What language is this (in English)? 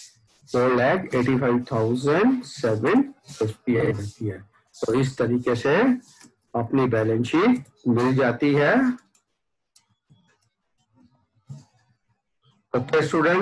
Hindi